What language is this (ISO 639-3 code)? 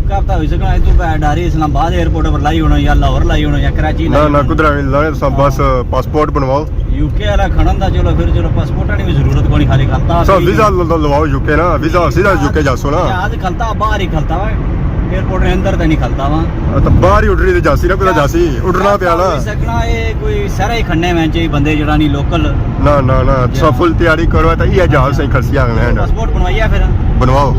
phr